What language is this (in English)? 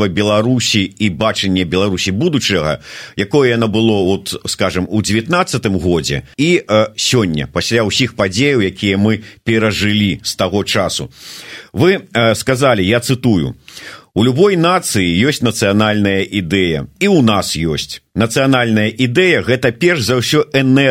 Belarusian